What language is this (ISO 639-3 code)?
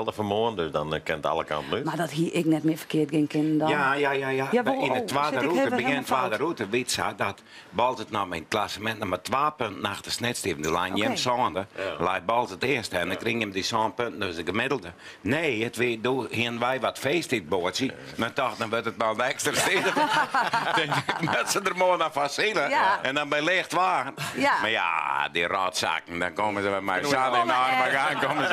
fry